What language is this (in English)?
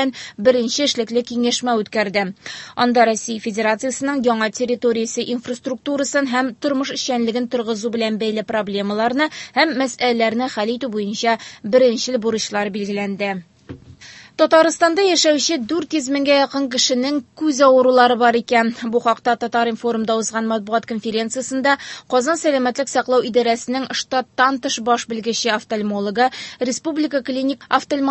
Tatar